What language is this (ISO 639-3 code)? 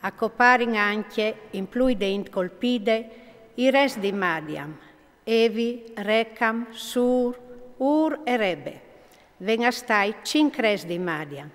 fur